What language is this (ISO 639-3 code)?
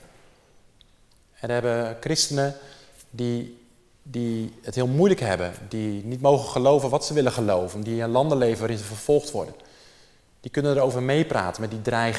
nld